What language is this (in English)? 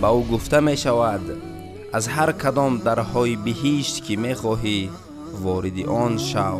Tajik